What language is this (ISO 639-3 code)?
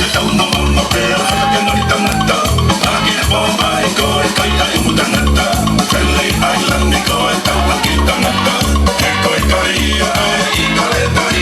ton